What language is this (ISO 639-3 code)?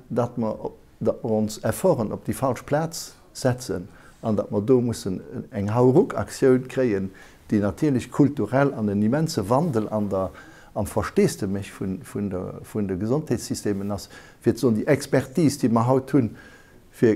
ltz